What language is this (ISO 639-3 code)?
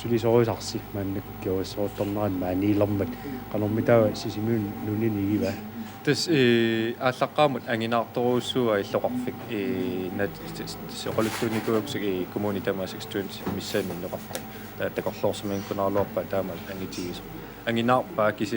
kal